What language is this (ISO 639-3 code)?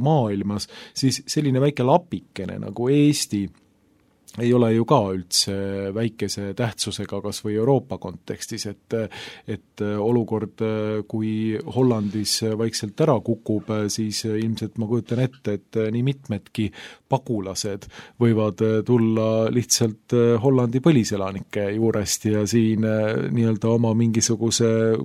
est